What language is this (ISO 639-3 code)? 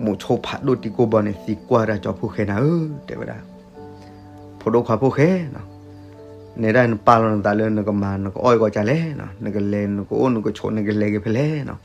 ksw